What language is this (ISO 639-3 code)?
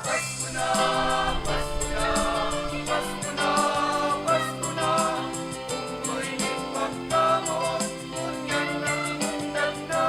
bik